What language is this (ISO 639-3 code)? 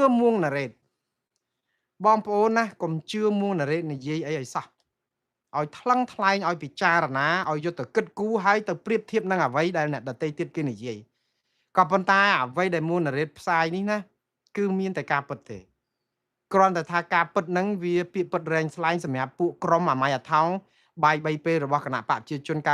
khm